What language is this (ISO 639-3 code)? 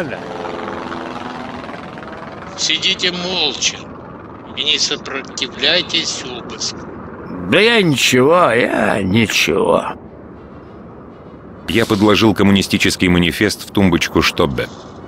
rus